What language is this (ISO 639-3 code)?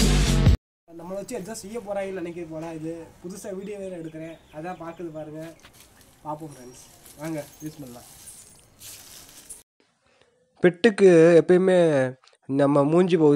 tam